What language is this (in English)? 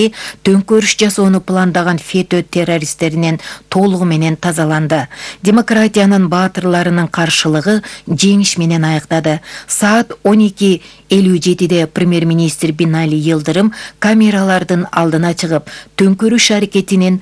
Kyrgyz